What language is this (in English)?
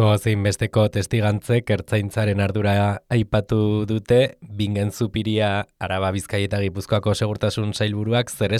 Basque